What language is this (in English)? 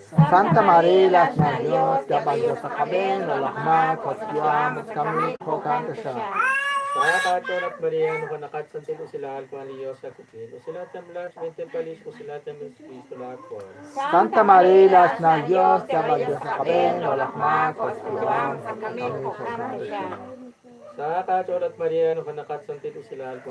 Kekchí